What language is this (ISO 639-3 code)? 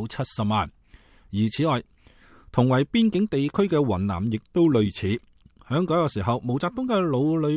yue